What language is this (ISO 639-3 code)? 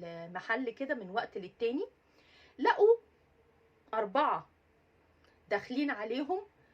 arz